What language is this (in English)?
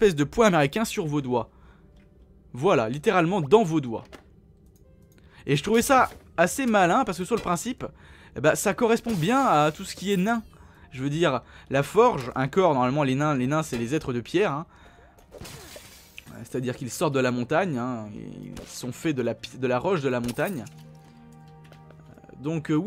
French